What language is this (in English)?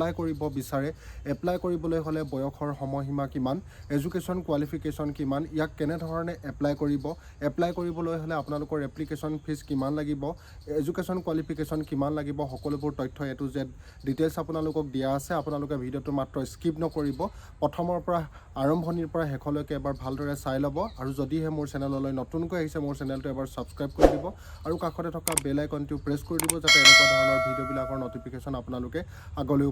Assamese